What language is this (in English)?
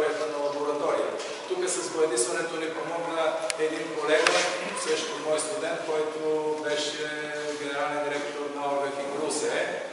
Bulgarian